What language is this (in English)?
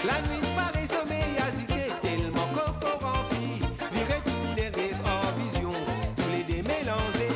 Morisyen